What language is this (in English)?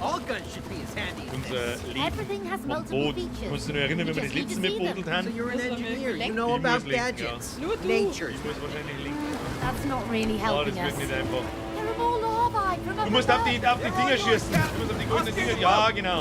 Bavarian